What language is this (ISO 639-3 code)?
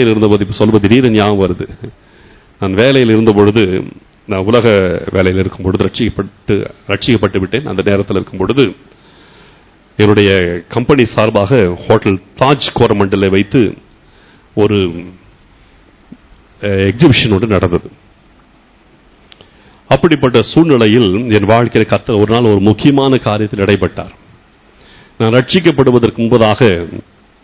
tam